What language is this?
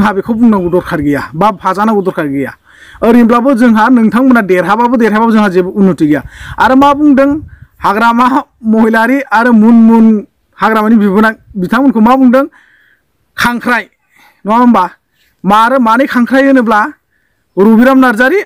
Bodo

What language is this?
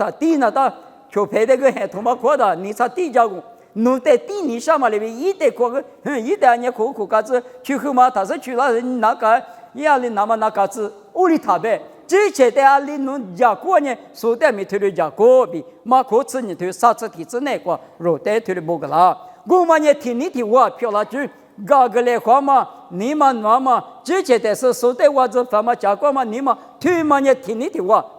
Lisu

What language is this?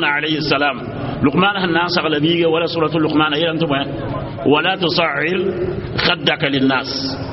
Mossi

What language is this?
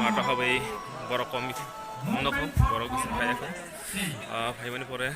Kok Borok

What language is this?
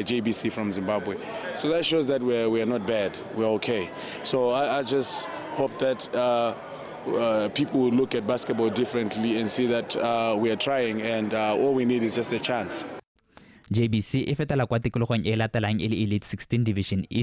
Tswana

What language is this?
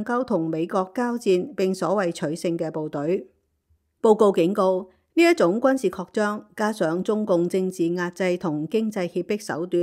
Cantonese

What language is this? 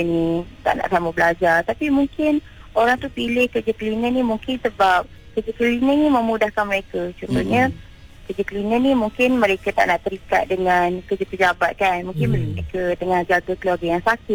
Malay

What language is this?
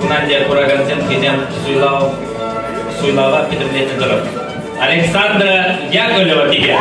Chuvash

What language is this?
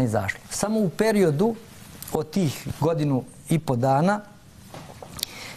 Serbian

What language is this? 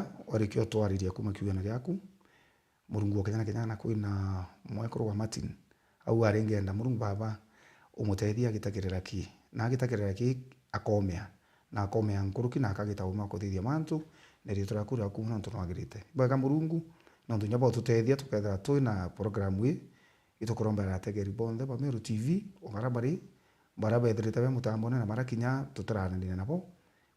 Meru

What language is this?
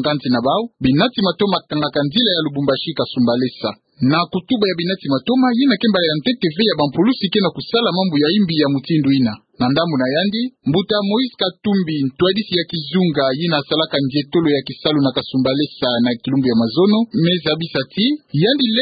Kituba (Democratic Republic of Congo)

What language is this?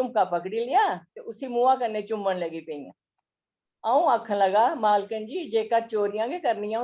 Dogri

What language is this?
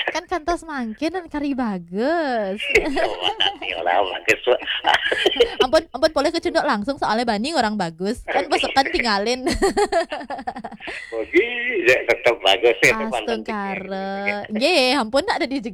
Balinese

